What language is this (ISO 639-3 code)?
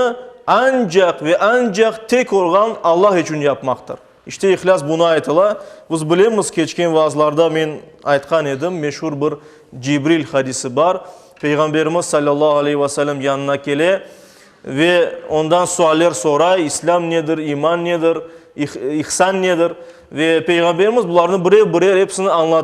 crh